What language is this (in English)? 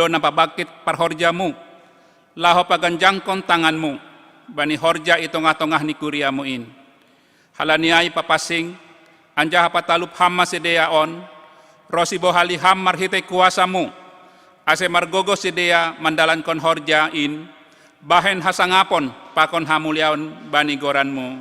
Batak Simalungun